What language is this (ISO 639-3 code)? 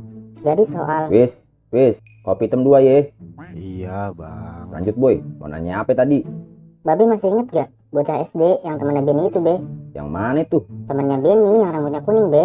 bew